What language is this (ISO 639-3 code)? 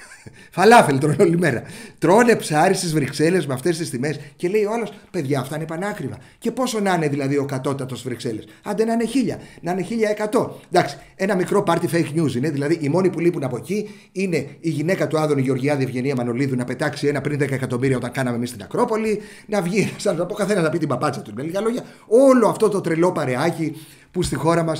ell